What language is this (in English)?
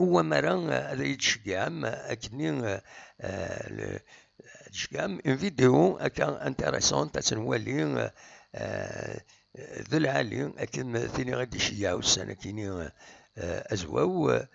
Kabyle